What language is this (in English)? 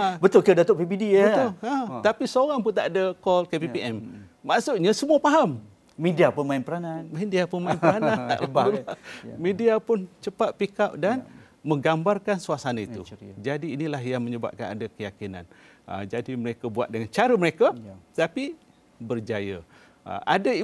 Malay